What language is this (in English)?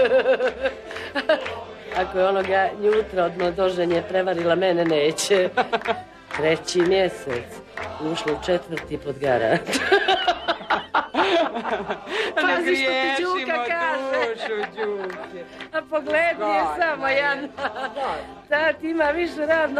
Serbian